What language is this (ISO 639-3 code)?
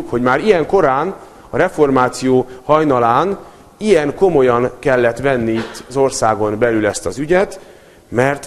hun